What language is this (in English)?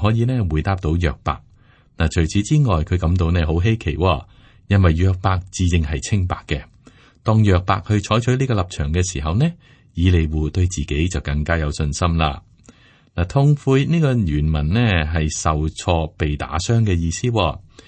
Cantonese